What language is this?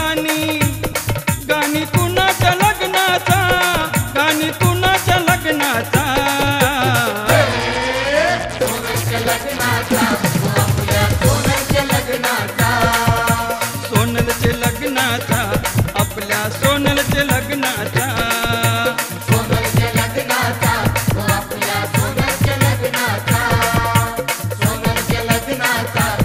Marathi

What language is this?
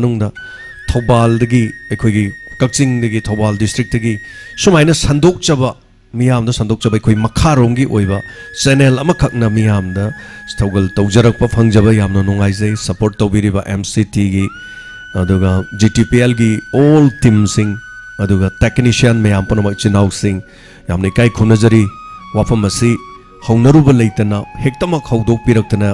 Manipuri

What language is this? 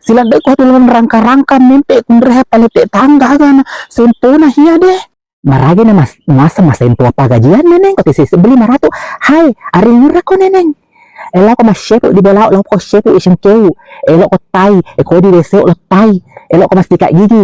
Buginese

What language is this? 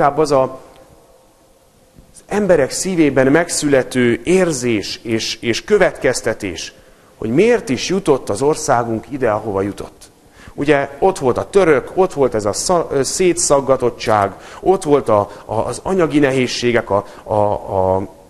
Hungarian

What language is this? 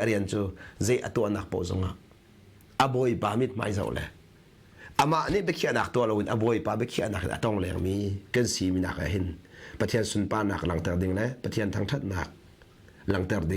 Hakha Chin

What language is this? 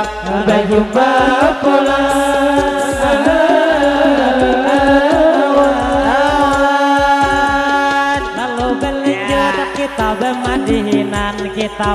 Banjar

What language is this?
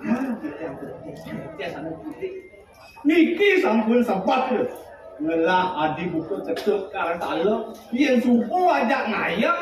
Balinese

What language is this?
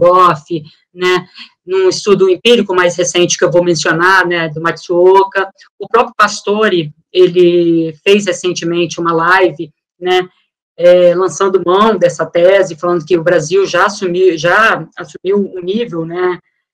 Portuguese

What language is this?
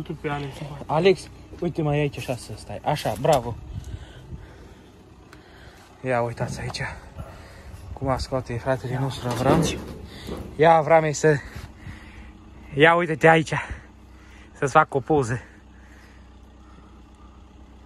Romanian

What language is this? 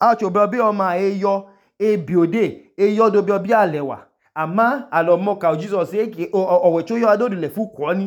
Idoma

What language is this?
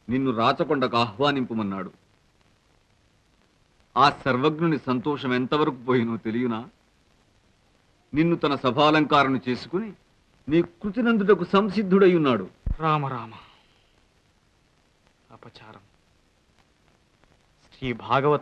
Telugu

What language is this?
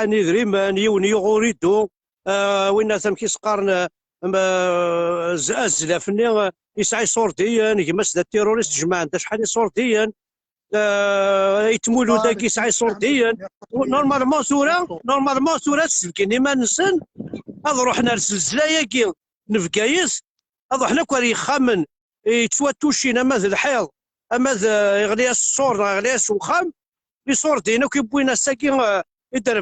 Kabyle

